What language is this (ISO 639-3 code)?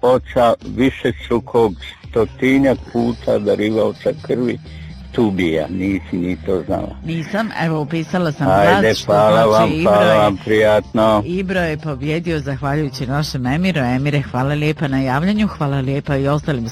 bos